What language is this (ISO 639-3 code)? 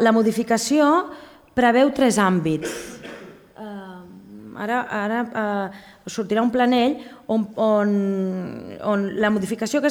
cat